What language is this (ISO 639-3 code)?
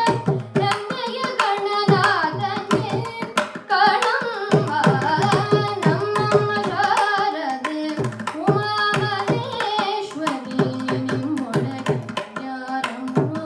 kan